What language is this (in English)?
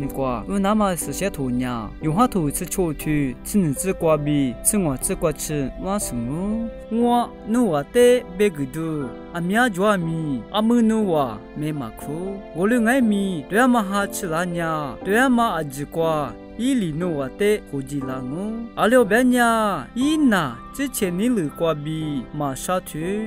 Lisu